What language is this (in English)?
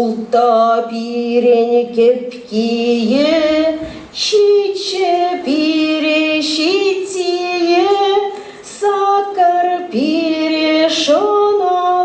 Chuvash